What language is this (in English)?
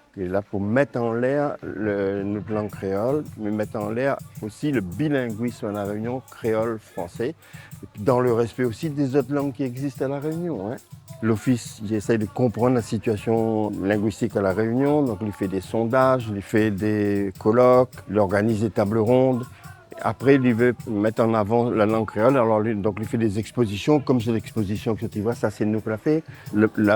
Réunion Creole French